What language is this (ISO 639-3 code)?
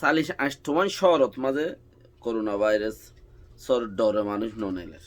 rhg